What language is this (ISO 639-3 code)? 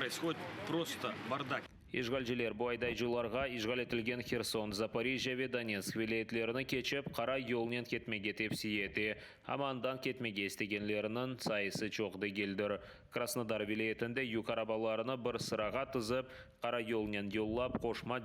crh